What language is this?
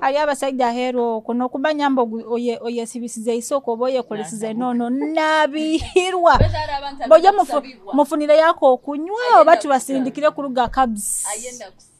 Nyoro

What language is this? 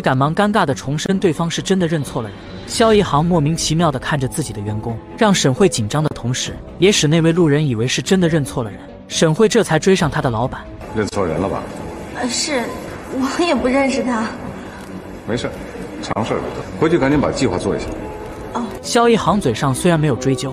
Chinese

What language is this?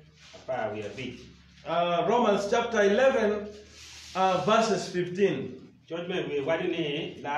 Acoli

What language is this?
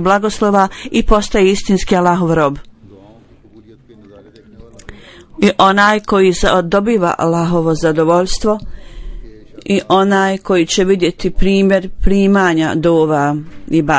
Bosnian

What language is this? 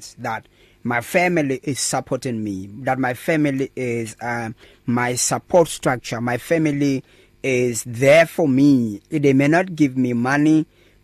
English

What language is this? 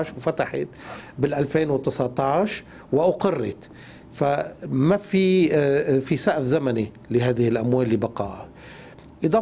North Levantine Arabic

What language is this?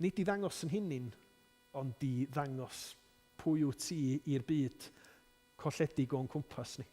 Welsh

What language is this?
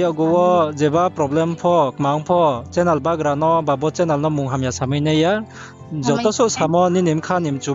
Riang (India)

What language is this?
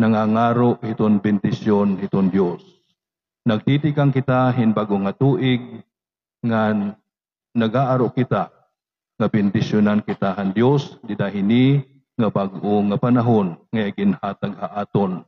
Waray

